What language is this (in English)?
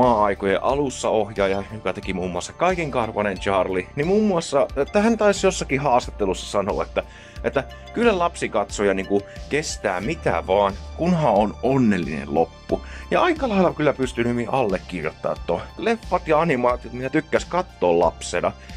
Finnish